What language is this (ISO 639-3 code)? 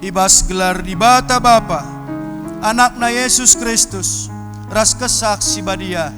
btx